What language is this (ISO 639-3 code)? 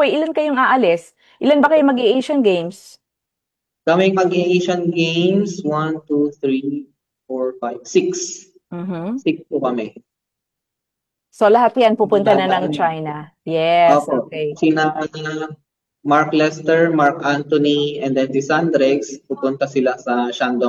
fil